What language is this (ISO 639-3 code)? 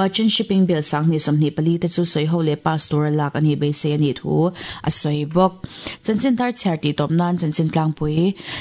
lus